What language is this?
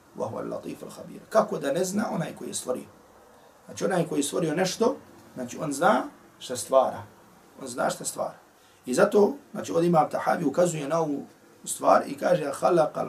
Bosnian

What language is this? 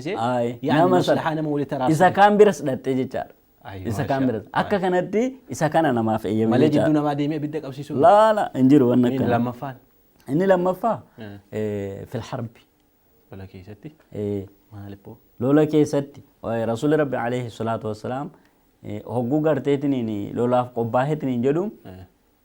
Oromo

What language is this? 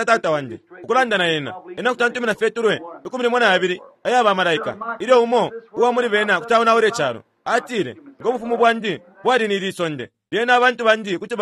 Bemba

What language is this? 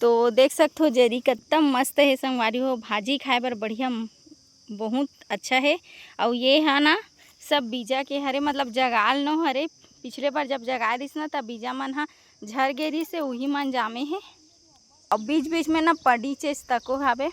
Chhattisgarhi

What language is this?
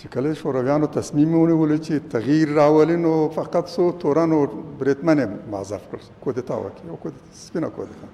Pashto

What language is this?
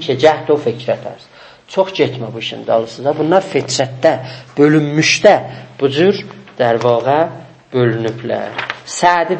South Azerbaijani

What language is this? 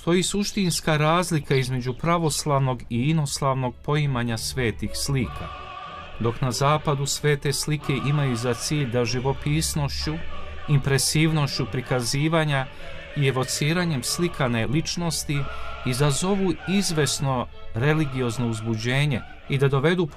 Serbian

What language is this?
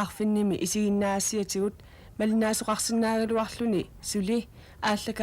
Kalaallisut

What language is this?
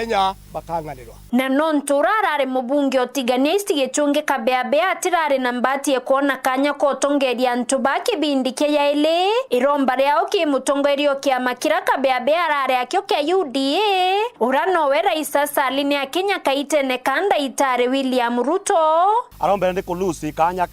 Meru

